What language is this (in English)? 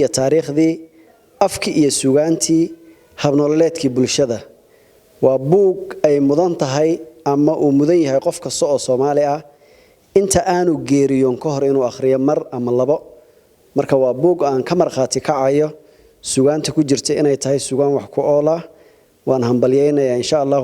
Somali